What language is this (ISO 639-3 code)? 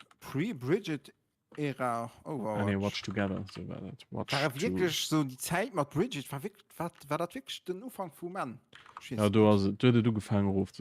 ltz